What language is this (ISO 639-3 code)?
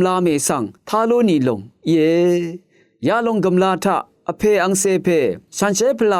raw